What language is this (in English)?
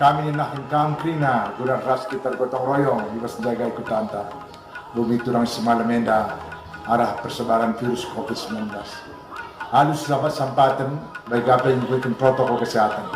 Batak Karo